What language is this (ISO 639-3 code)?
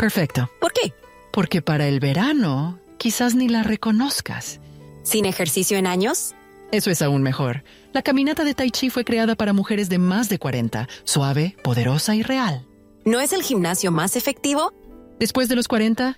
spa